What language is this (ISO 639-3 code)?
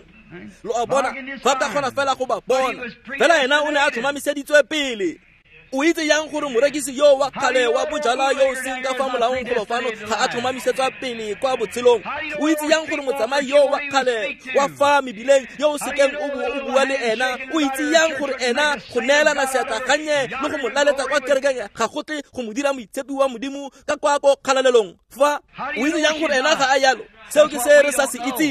tsn